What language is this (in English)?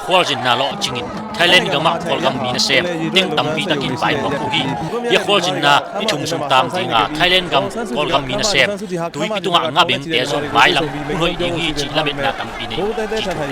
Tedim Chin